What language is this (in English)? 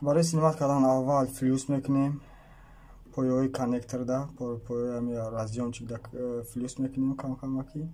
Tajik